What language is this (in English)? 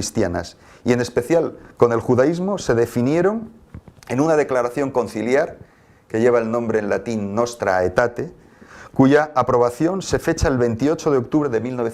Ladino